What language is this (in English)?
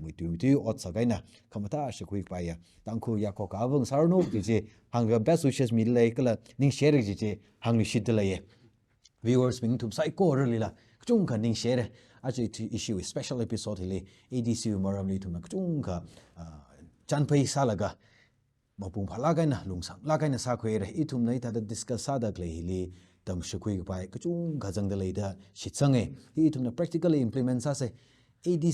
Tangkhul Naga (India)